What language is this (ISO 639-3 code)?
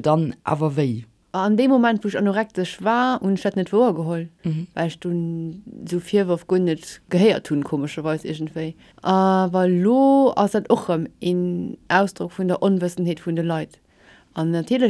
ltz